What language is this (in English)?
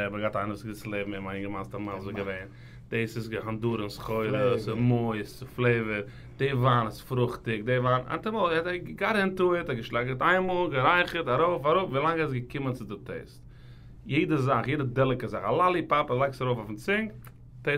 Yiddish